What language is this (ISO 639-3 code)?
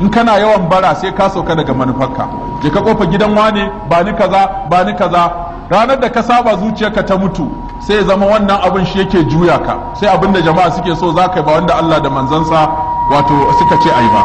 hau